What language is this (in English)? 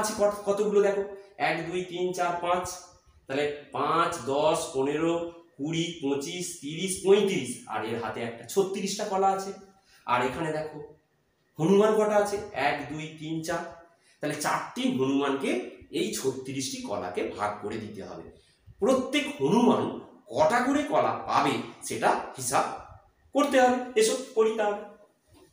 Bangla